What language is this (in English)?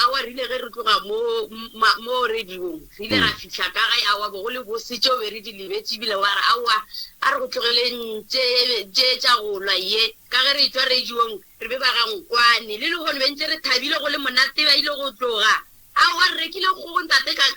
Northern Sotho